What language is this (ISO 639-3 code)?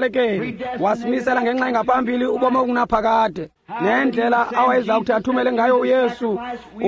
xho